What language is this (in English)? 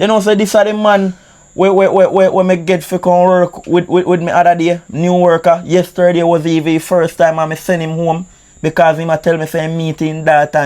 Jamaican Creole English